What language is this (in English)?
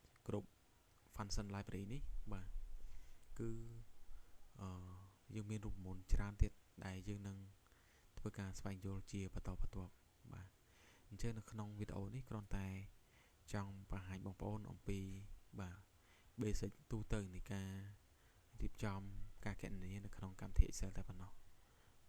Khmer